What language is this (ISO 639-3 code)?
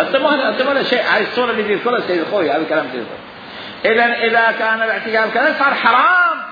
acm